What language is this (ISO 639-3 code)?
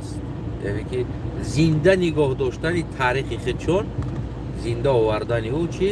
tgk